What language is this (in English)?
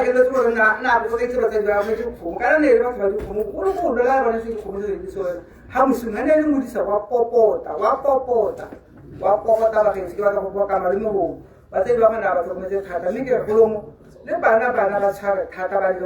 Tswana